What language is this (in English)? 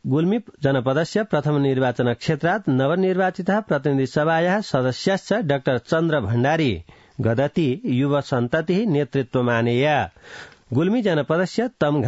Sanskrit